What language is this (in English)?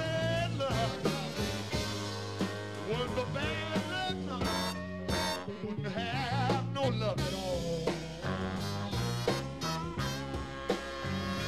English